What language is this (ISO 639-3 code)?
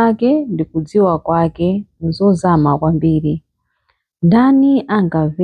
nya